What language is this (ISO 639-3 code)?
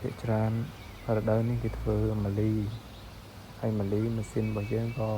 khm